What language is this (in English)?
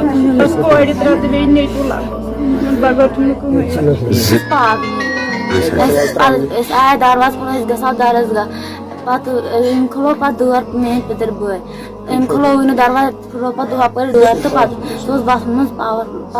Kashmiri